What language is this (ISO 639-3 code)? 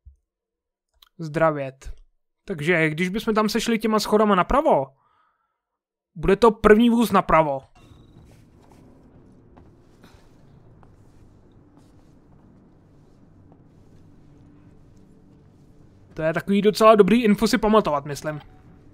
ces